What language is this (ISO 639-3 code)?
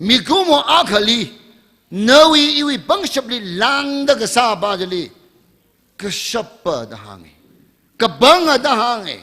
nmf